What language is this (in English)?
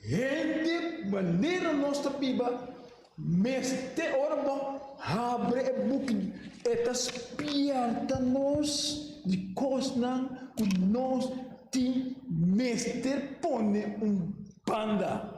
Papiamento